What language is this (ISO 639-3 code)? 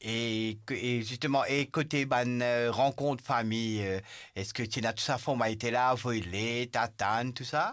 mfe